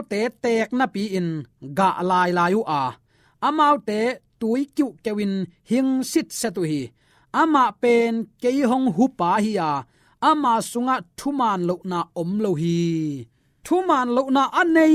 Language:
Tedim Chin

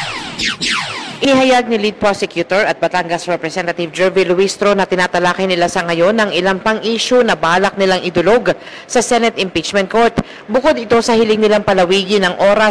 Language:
Filipino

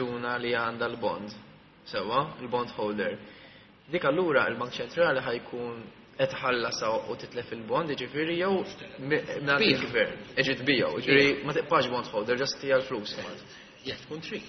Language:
Maltese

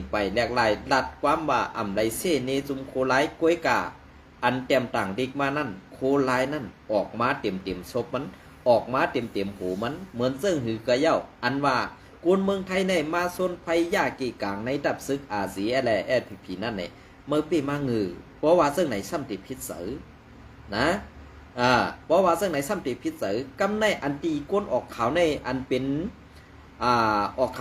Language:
Shan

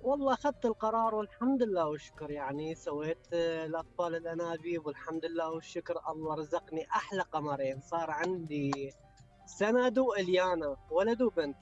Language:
Mesopotamian Arabic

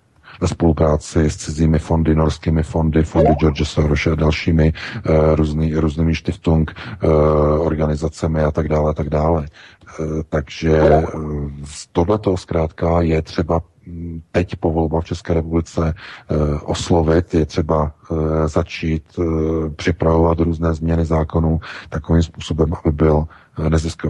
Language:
Czech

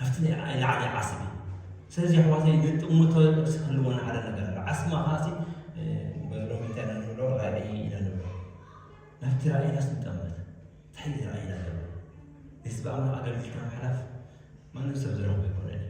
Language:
Tigrinya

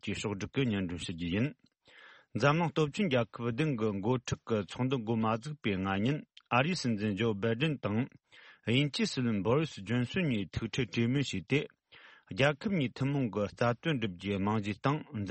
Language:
Tibetan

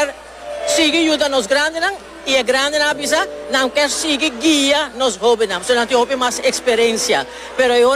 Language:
Papiamento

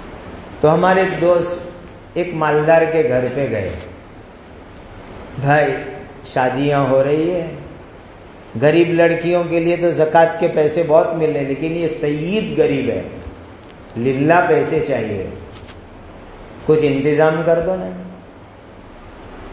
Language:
Urdu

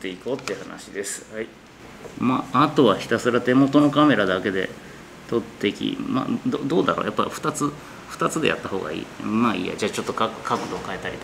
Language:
Japanese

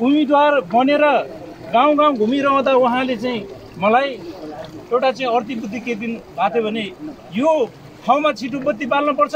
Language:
Nepali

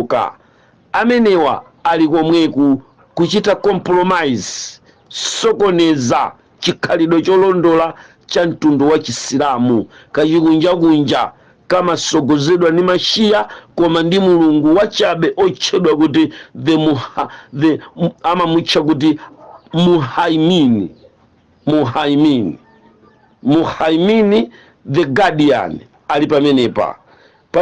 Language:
Nyanja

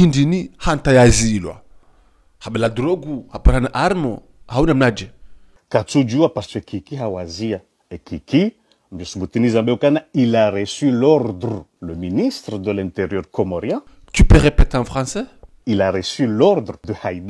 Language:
Ngazidja Comorian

